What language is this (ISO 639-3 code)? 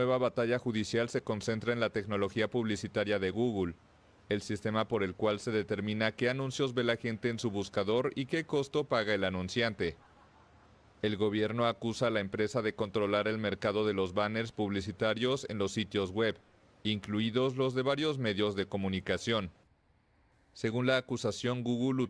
spa